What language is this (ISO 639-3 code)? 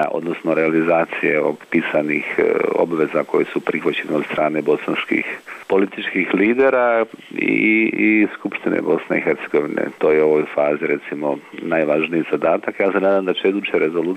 hrv